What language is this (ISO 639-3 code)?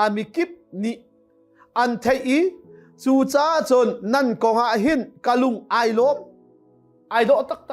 cnh